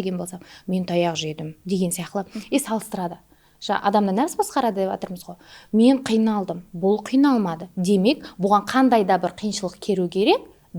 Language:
Kara-Kalpak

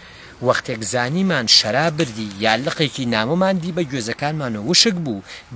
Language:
Central Kurdish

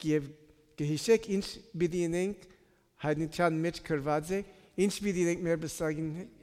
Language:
Western Armenian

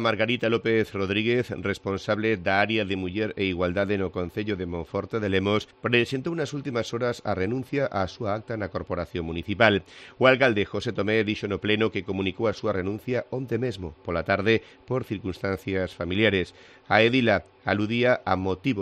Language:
Galician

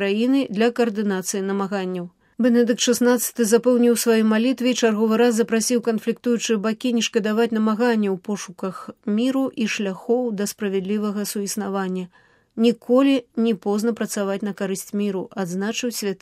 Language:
Belarusian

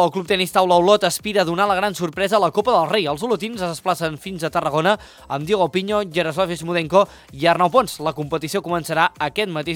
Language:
Catalan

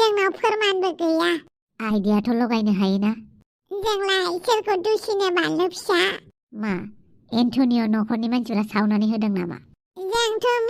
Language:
Bodo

